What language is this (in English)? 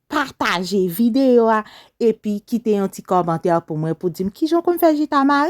Haitian Creole